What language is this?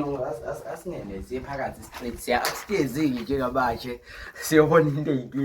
Zulu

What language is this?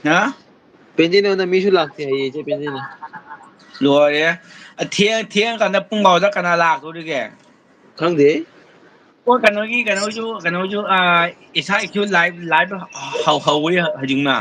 Manipuri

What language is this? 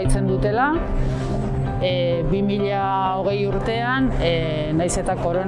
Basque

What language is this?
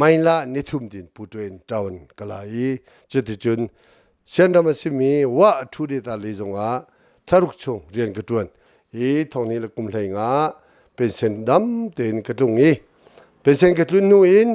Hakha Chin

